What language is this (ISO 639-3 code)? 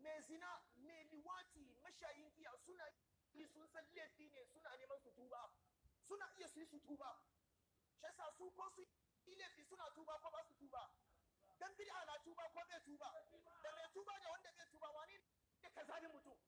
hau